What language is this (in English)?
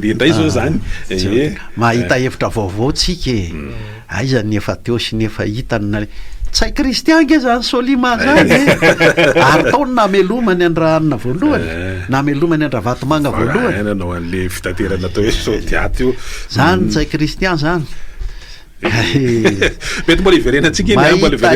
Malagasy